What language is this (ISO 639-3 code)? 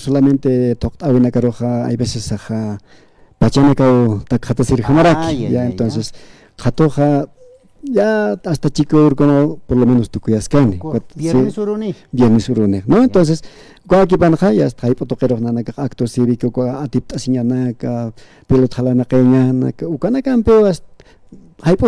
aym